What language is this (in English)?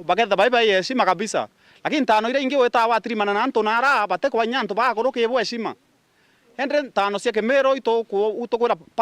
Meru